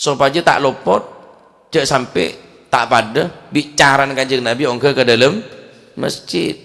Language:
Madurese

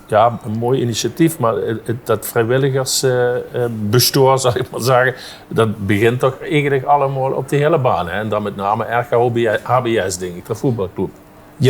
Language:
Limburgish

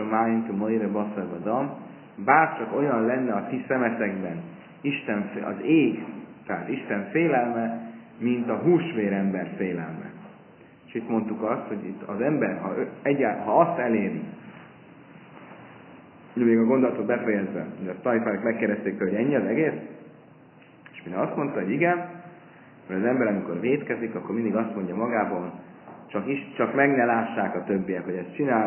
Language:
Hungarian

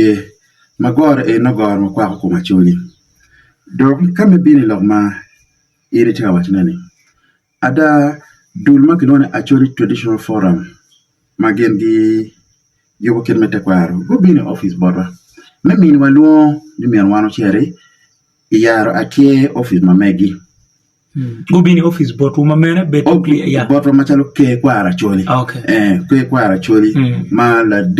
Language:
Acoli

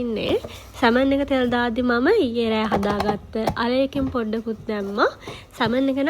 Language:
Sinhala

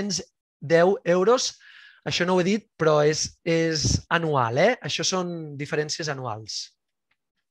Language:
Catalan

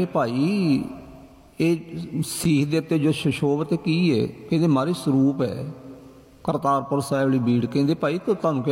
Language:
Punjabi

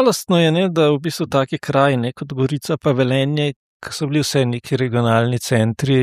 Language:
Slovenian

